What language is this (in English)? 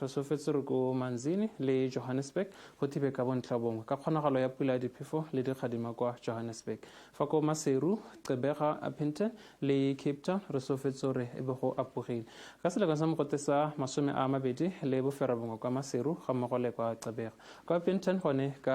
Tswana